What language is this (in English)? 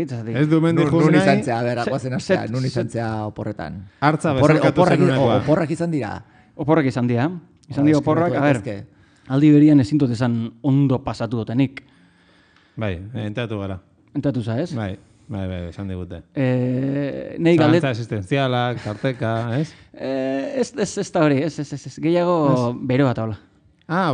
Basque